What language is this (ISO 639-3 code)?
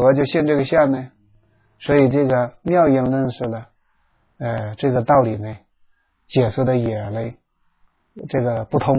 zho